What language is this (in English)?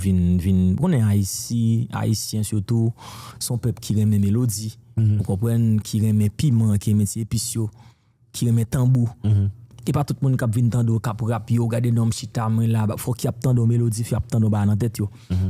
Haitian Creole